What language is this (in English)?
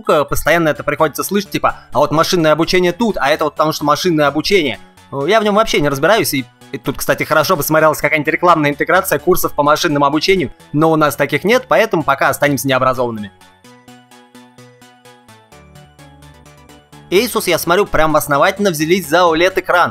Russian